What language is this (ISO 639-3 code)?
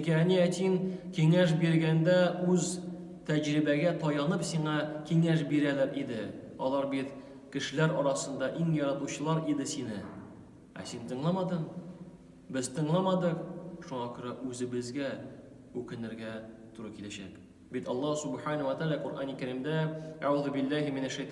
tat